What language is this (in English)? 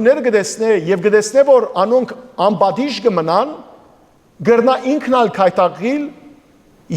Western Armenian